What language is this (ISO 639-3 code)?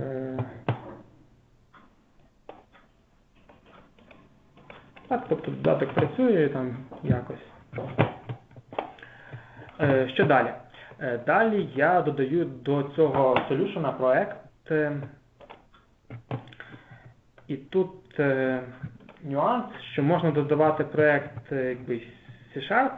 ukr